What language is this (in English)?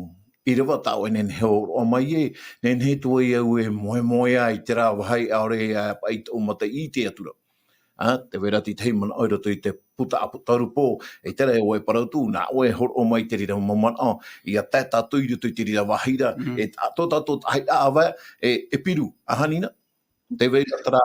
Tahitian